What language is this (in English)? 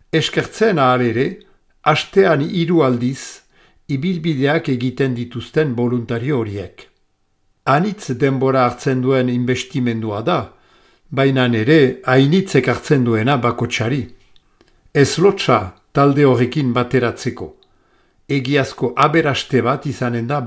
Basque